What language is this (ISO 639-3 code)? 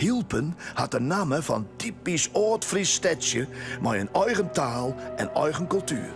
fry